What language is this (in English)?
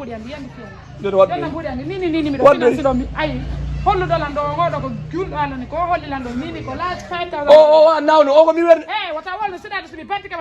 Fula